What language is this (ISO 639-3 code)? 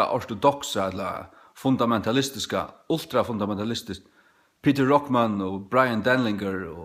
fao